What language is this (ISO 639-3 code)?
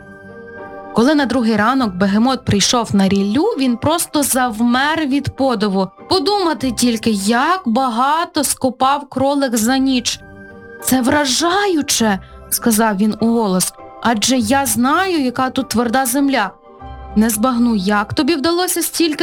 ukr